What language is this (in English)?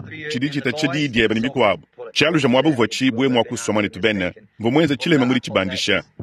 Luba-Lulua